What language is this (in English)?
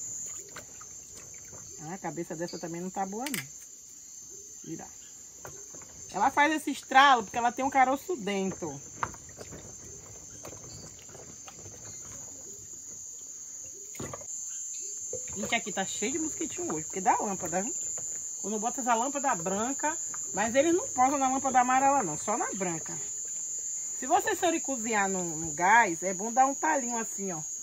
Portuguese